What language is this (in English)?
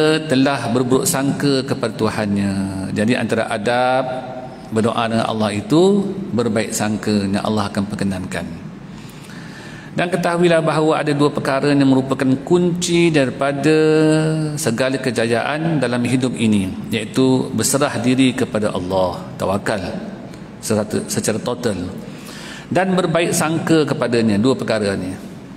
Malay